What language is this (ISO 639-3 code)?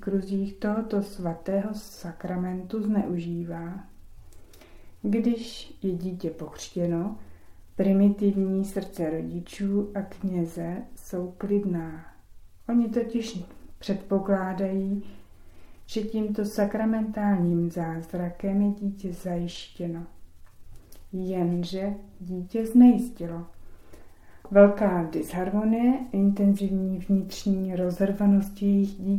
ces